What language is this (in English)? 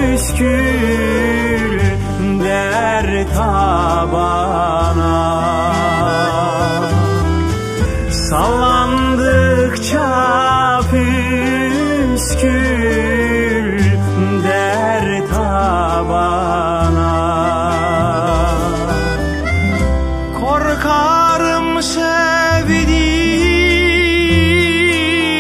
Turkish